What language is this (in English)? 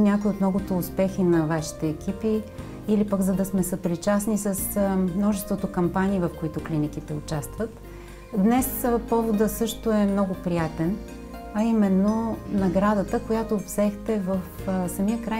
Bulgarian